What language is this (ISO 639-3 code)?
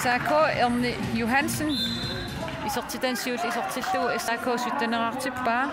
kal